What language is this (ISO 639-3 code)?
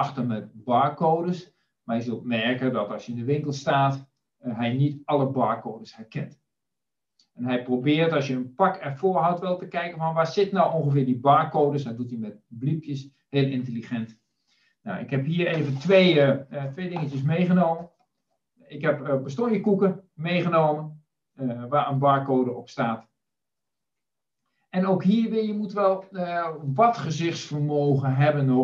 nld